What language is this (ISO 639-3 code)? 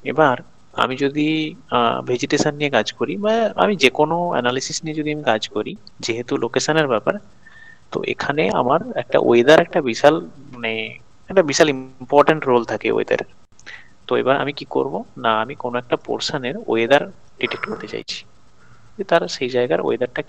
ben